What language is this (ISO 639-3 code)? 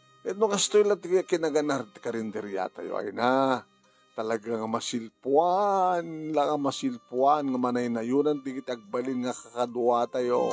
ilo